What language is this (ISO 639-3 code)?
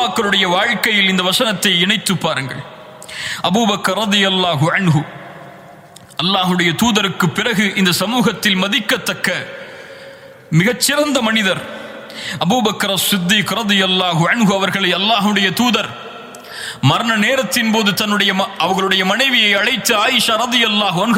tam